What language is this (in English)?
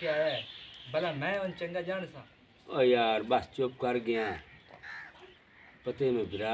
Punjabi